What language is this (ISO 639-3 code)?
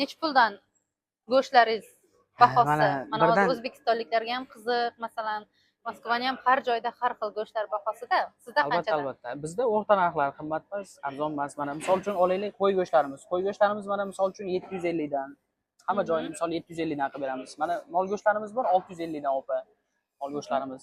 uzb